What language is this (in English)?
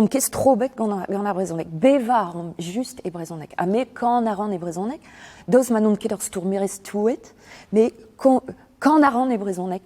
Breton